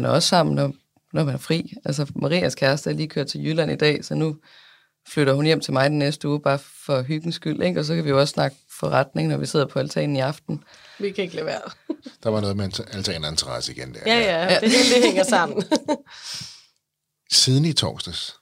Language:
Danish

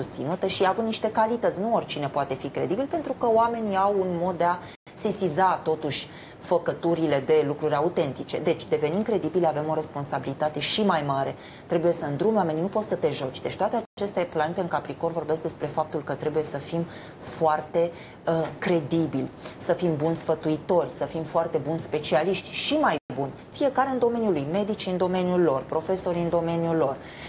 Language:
Romanian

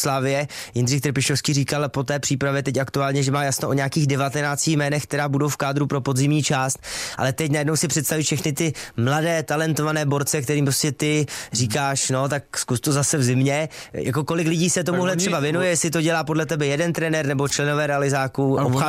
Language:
Czech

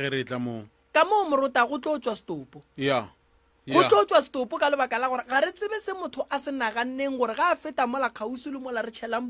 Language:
Northern Sotho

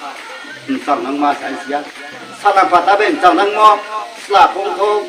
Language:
Riang (India)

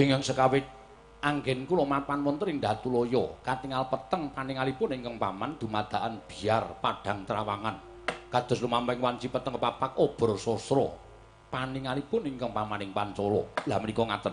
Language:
Javanese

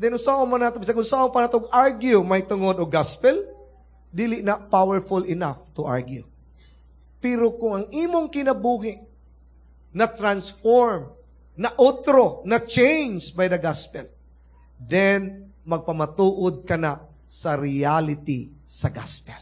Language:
Cebuano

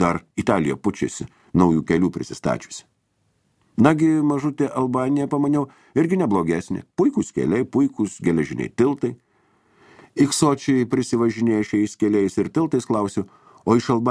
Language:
Lithuanian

